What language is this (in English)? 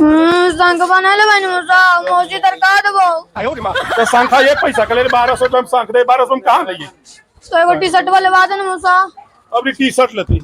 Magahi